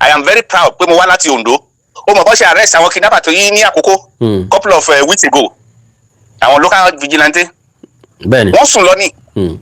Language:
Yoruba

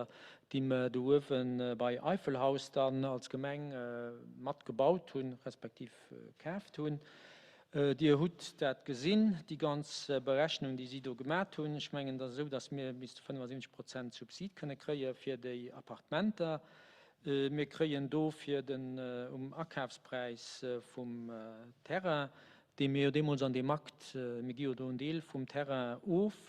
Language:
Luxembourgish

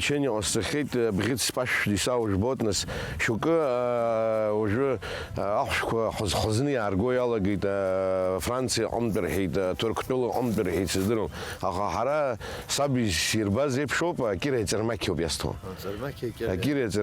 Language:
Abkhazian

